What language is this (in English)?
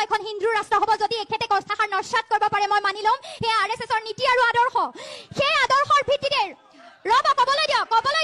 Assamese